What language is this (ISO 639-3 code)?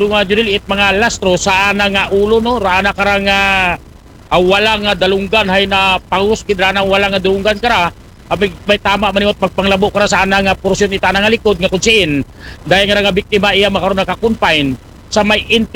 akl